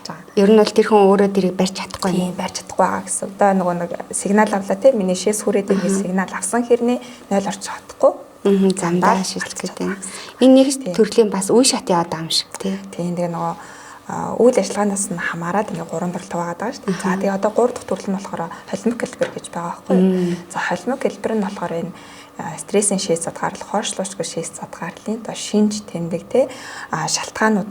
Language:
Mongolian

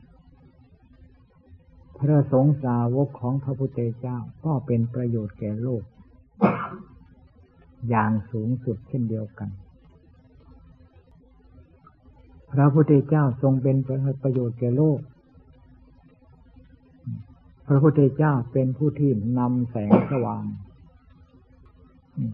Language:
Thai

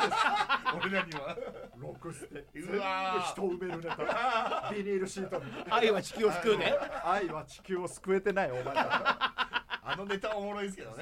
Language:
Japanese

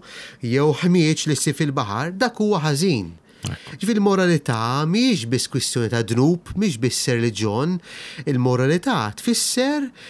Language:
Maltese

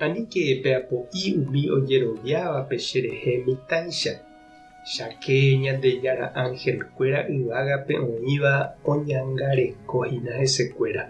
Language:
Guarani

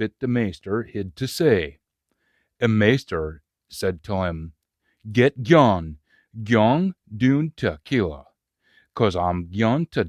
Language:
Scots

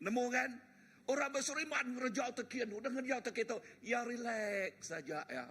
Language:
Iban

